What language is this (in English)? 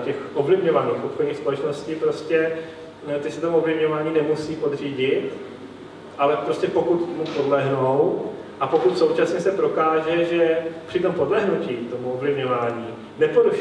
Czech